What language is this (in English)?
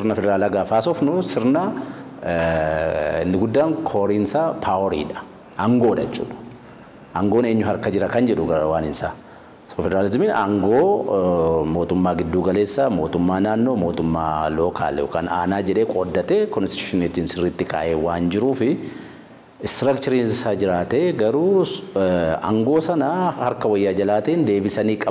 Oromo